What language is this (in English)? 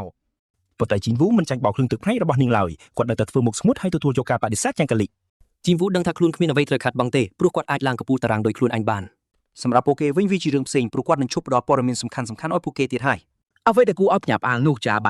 Khmer